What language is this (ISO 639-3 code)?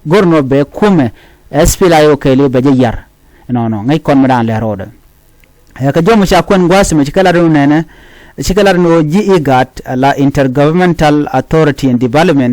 nus